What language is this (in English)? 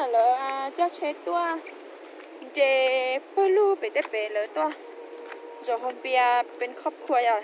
Hmong